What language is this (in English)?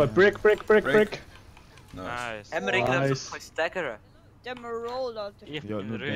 Swiss German